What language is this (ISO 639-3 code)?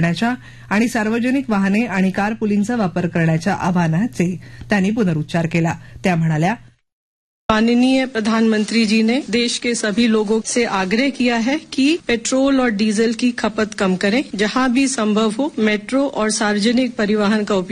mar